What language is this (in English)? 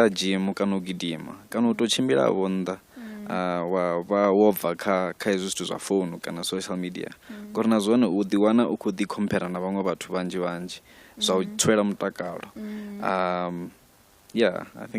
Venda